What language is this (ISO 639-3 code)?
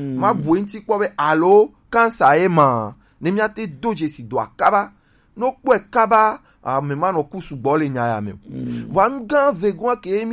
gej